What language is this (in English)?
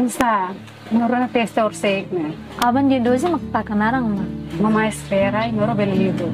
Tetum